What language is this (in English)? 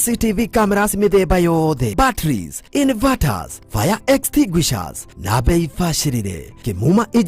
Kikuyu